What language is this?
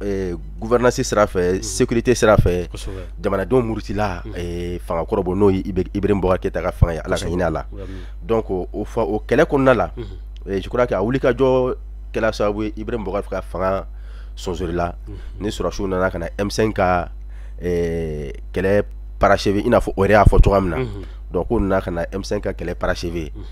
Bambara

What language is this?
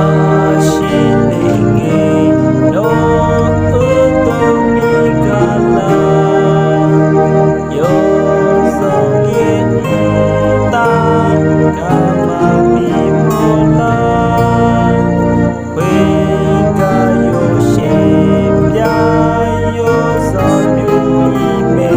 Akha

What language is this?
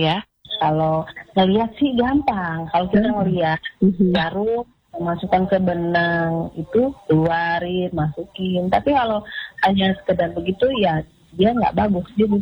Indonesian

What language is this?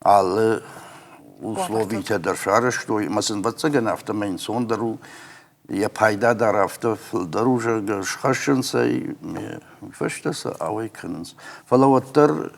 Ossetic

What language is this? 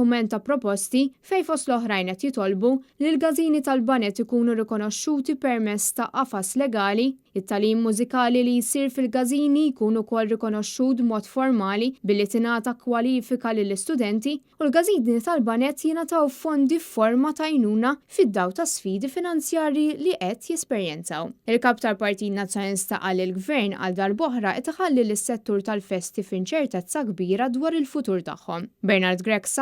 Maltese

